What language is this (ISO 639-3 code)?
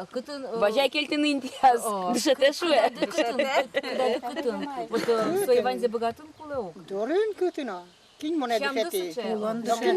udm